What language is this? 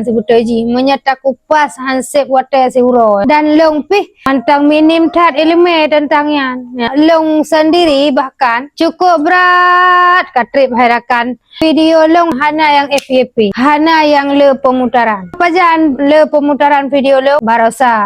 Achinese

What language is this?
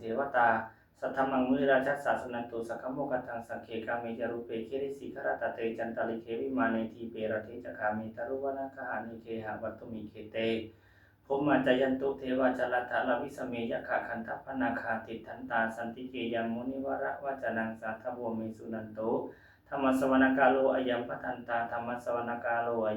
Pali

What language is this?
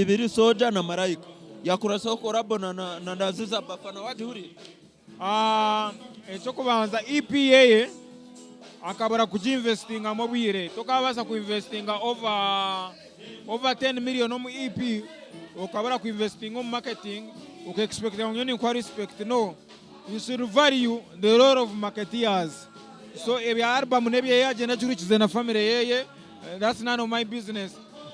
Nyankole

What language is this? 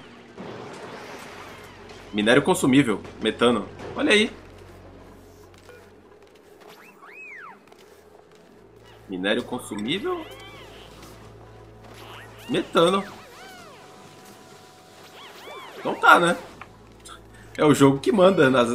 Portuguese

